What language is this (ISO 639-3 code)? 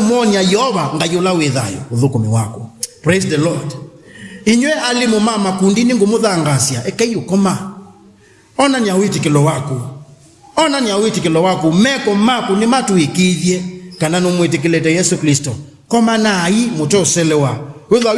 kam